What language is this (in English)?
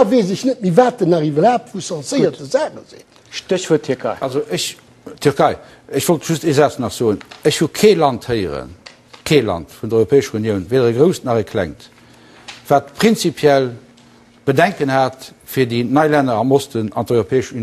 Luxembourgish